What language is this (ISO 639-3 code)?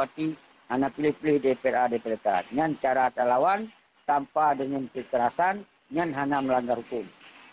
ace